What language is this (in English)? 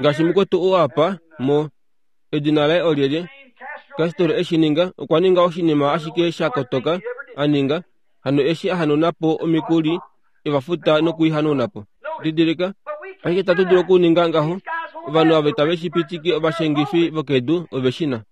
Kuanyama